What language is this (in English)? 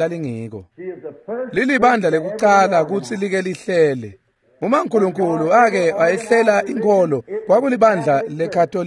Swati